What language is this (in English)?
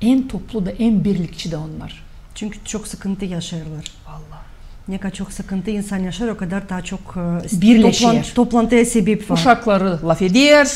Gagauz